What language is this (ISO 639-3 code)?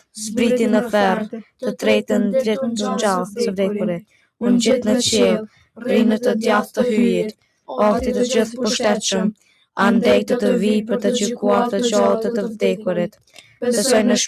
sqi